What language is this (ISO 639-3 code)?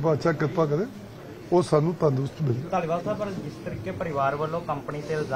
pan